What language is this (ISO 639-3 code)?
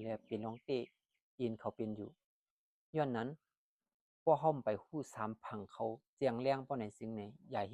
shn